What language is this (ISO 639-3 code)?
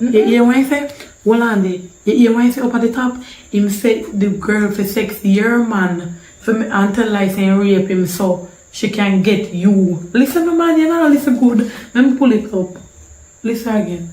jam